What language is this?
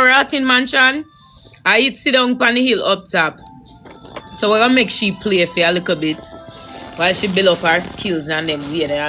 Jamaican Creole English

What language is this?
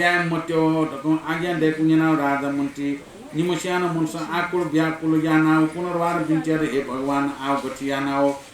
Newari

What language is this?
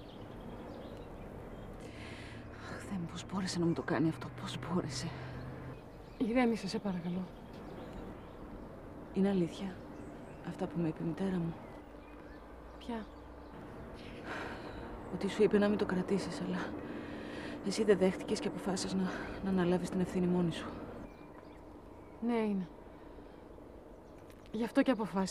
Greek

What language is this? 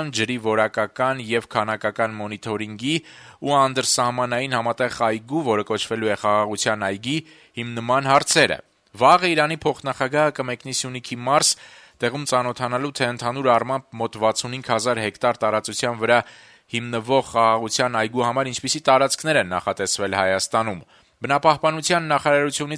Armenian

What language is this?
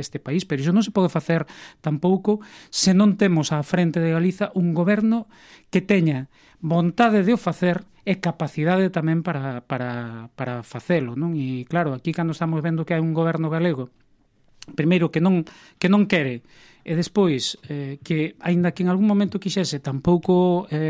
Galician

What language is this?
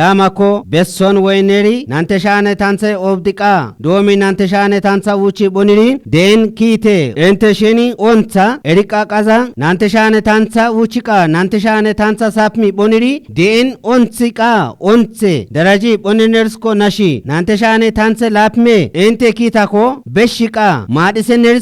Kafa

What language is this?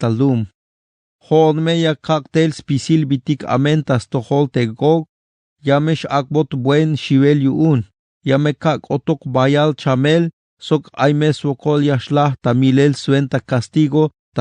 Tzeltal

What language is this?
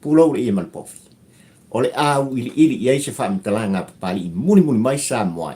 Samoan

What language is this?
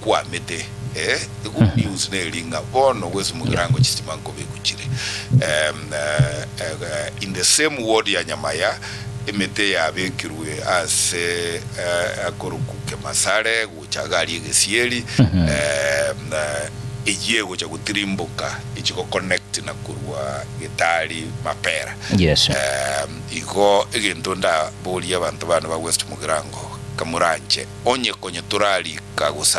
Gusii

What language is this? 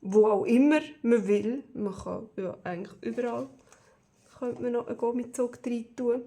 Swiss German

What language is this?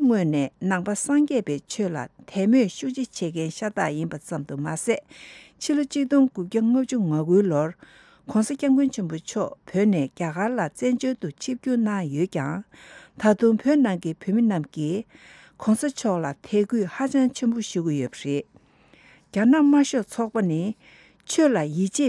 Tibetan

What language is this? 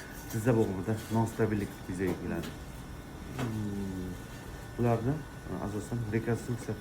Uzbek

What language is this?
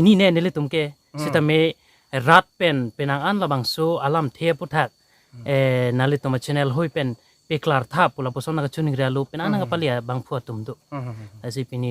Karbi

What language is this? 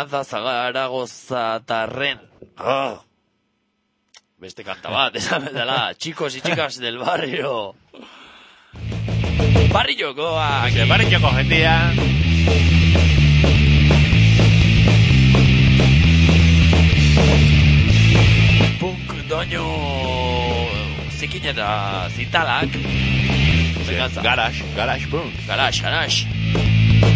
Basque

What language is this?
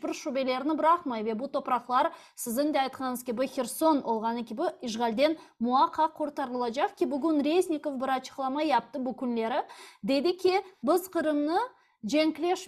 Crimean Tatar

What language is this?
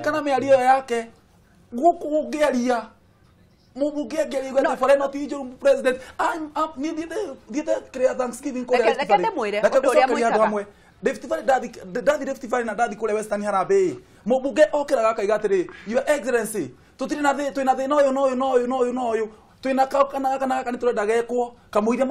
Kikuyu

